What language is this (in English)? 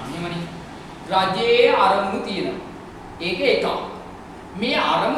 Sinhala